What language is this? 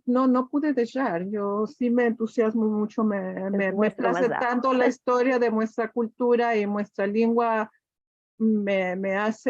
Ladino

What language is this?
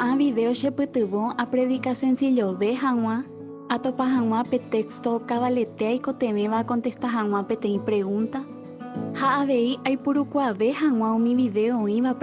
Guarani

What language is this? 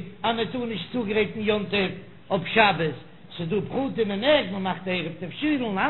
Yiddish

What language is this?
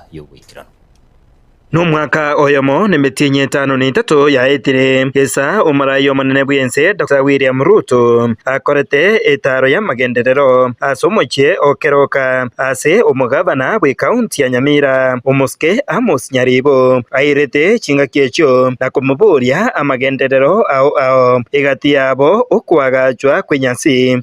Gusii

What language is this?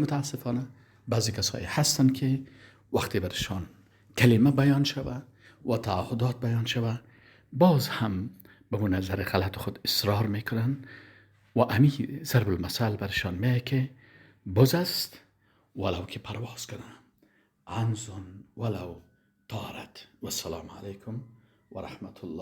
Persian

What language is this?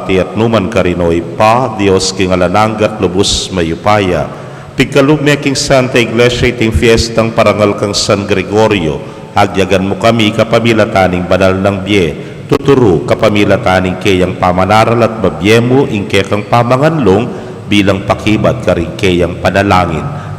Pampanga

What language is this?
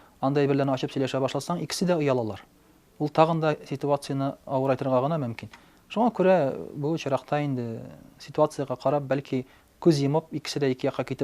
Tatar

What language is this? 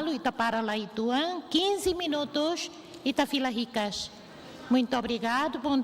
Tetum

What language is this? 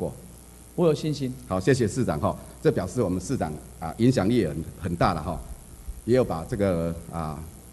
Chinese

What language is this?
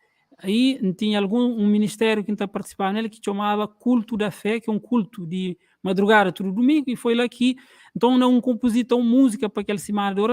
Kabuverdianu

